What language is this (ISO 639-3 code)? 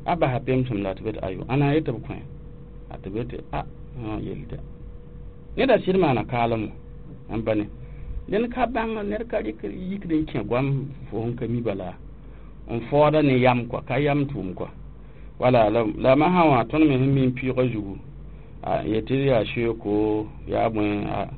mos